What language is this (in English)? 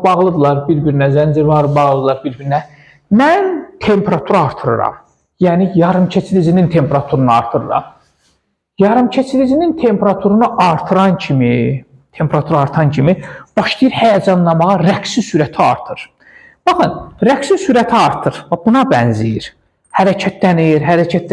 Azerbaijani